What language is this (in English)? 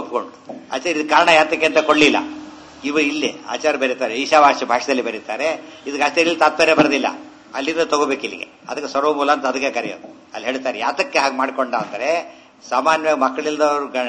Kannada